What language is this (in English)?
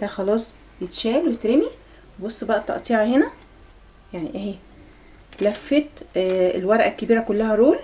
Egyptian Arabic